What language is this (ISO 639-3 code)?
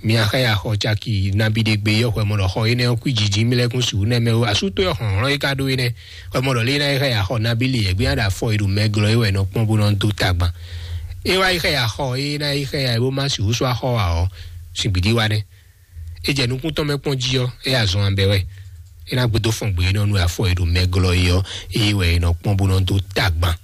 fon